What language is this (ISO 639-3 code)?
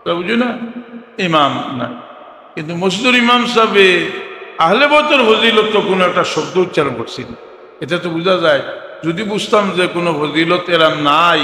syl